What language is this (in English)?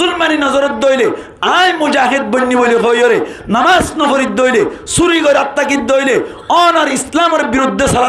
Rohingya